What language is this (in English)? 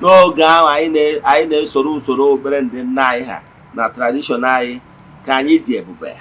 Igbo